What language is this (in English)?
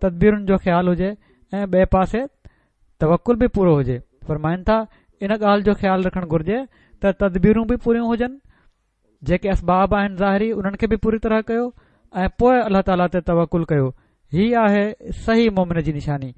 Sindhi